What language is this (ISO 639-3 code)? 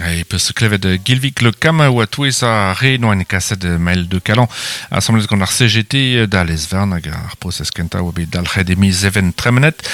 bre